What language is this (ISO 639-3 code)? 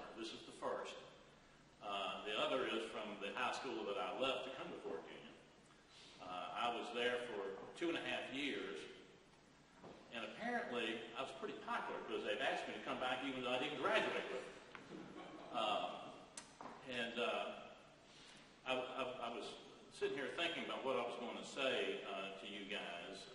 eng